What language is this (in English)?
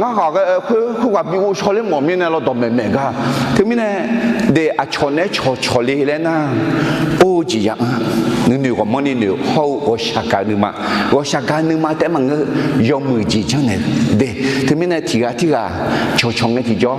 Akha